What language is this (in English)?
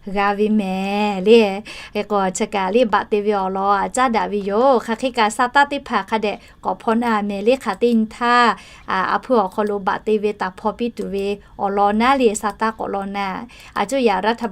Lahu